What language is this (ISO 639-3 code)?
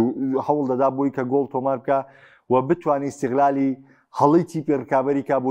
ckb